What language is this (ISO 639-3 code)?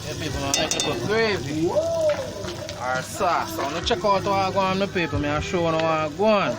jam